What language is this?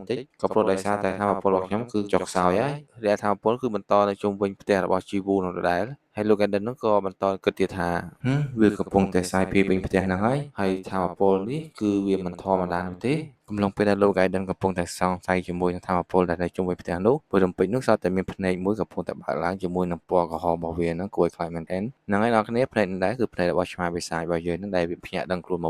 Khmer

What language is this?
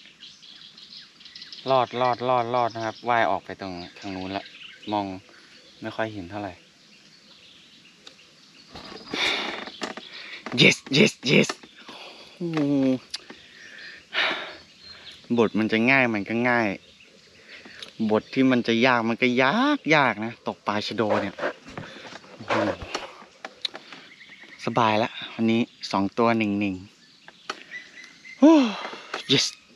Thai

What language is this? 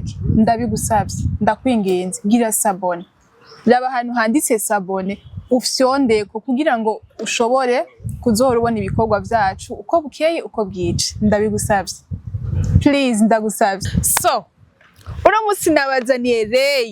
Rundi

